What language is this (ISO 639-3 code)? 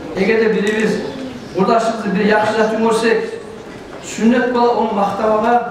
kum